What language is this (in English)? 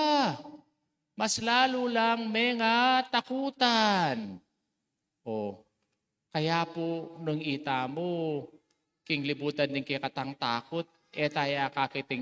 Pampanga